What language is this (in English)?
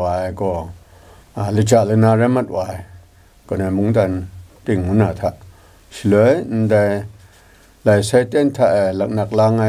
Kachin